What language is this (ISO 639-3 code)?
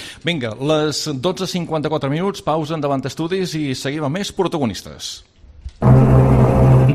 cat